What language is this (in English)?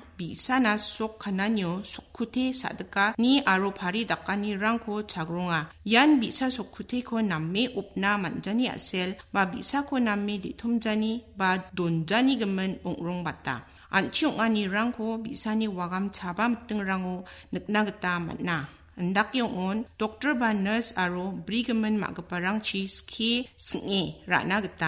Garo